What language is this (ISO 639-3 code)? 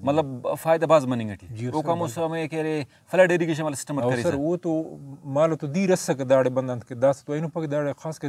brh